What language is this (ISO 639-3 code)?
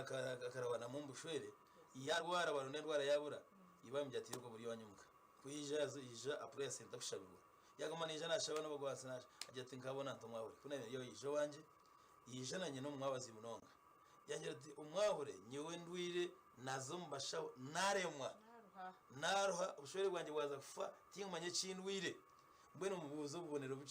nyn